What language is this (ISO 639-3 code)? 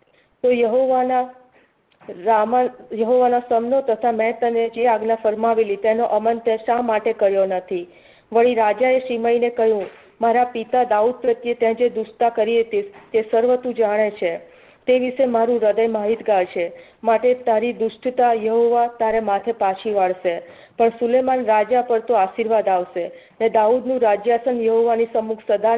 guj